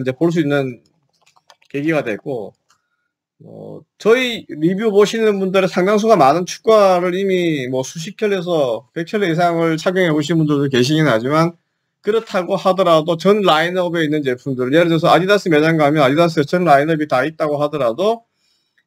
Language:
Korean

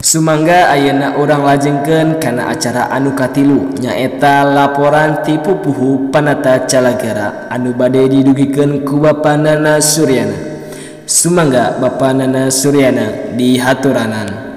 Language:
Sundanese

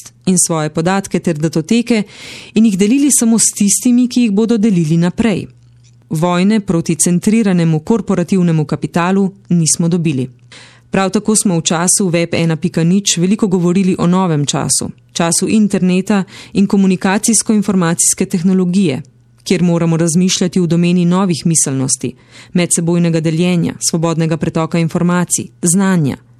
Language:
Slovenian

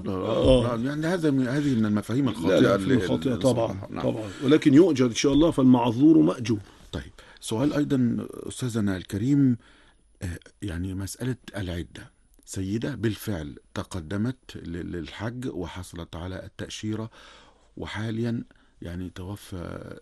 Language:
Arabic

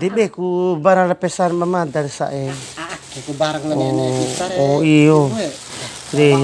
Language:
Bima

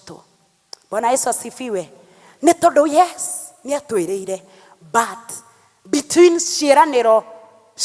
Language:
Kikuyu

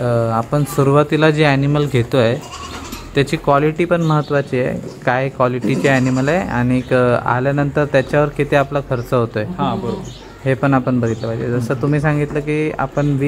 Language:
Marathi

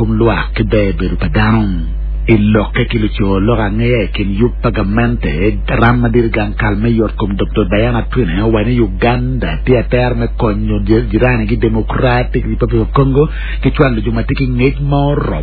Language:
Acoli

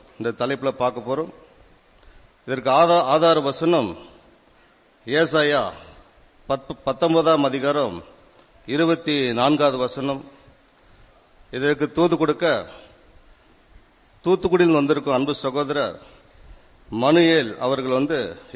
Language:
Tamil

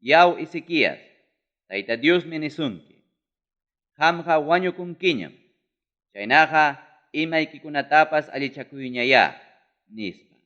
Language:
Ayacucho Quechua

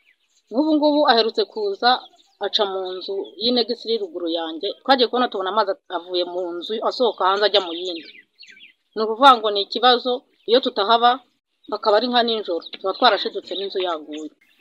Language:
Kinyarwanda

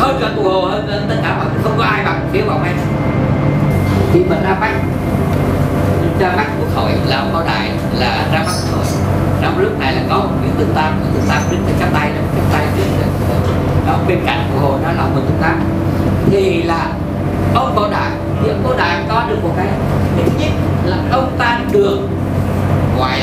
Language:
Vietnamese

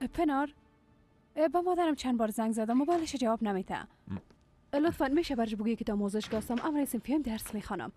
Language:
Persian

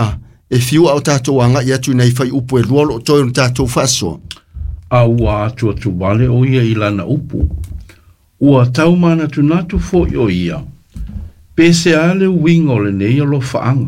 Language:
Samoan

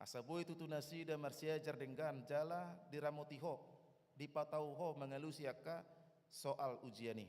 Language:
Batak Toba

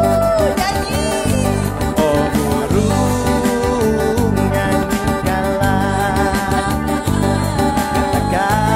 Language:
Malay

